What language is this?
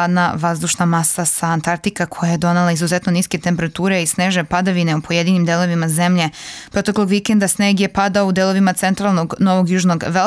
Serbian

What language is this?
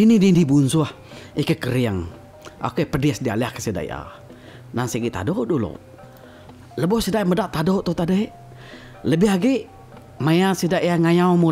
Iban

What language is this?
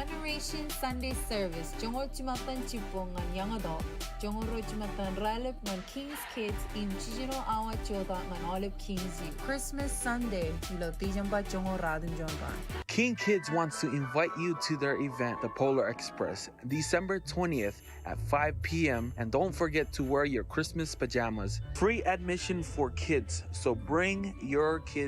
Marshallese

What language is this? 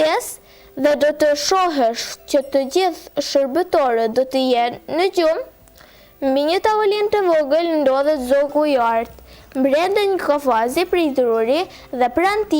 Albanian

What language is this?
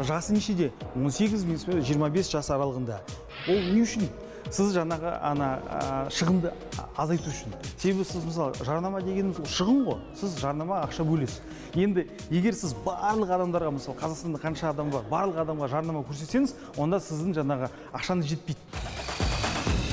Kazakh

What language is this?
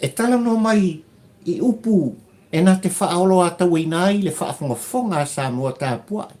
Samoan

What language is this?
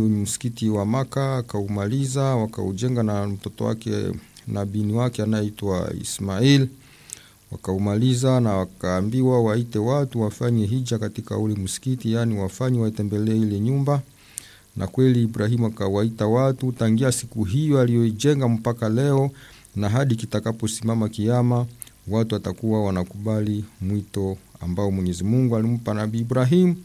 Swahili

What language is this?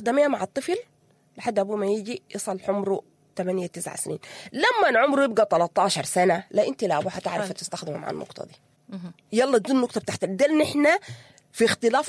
Sudanese Arabic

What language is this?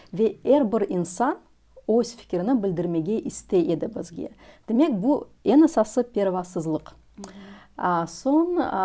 Crimean Tatar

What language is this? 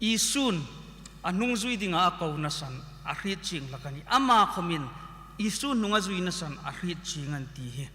Hmar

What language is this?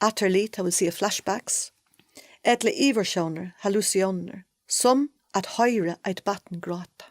Faroese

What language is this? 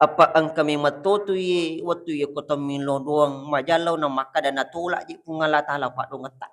Buginese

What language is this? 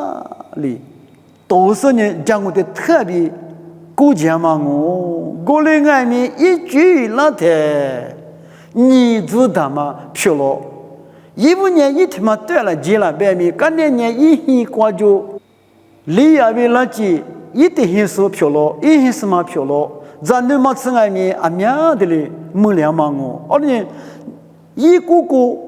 Lisu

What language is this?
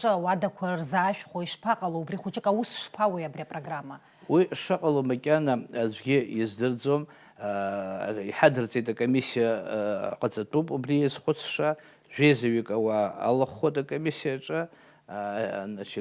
Abkhazian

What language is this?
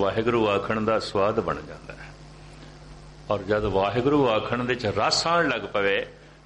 Punjabi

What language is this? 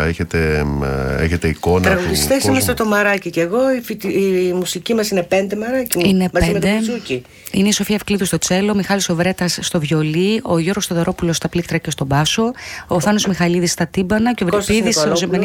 Greek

